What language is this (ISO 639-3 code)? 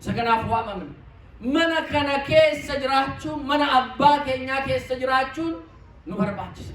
orm